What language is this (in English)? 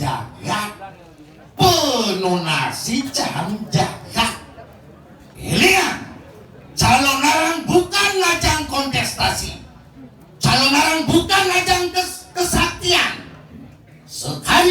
Balinese